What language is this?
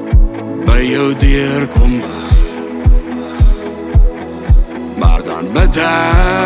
Afrikaans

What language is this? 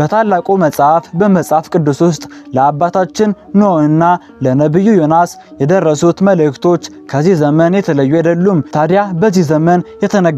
Amharic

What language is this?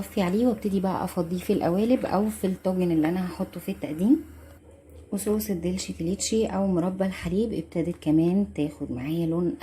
Egyptian Arabic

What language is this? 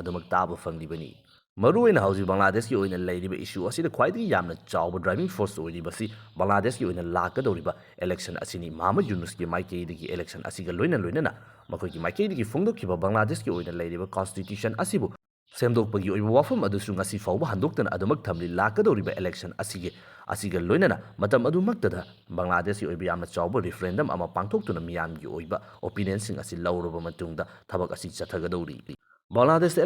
Manipuri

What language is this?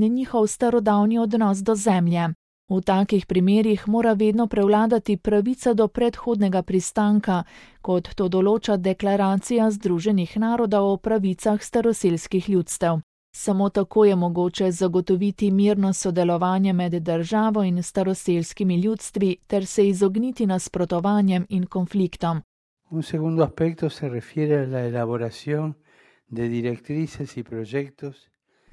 Slovenian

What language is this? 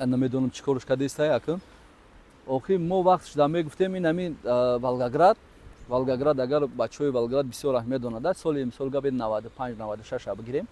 Tajik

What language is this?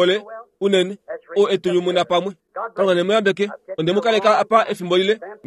Kuanyama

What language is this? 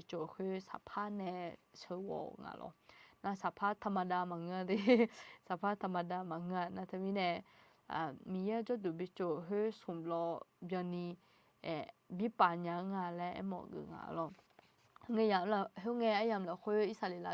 Akha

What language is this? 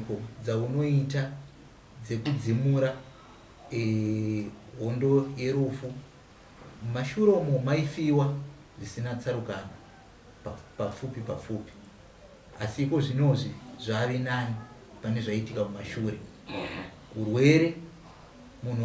Shona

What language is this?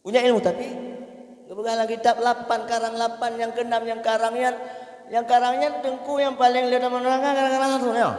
Achinese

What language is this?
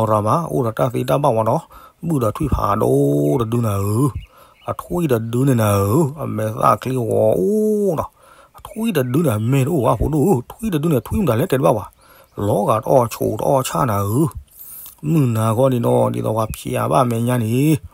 S'gaw Karen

